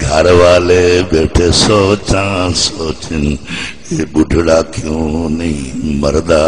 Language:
Saraiki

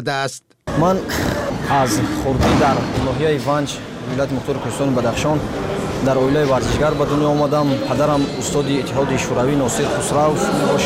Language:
Persian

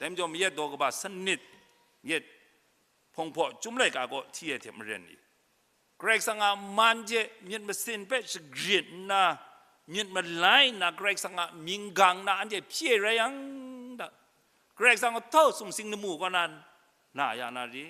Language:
Kachin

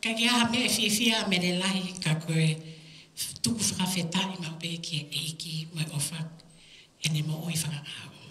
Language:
Tongan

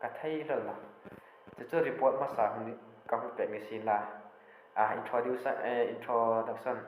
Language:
Hmar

